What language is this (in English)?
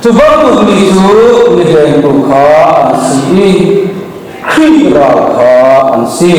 Hakha Chin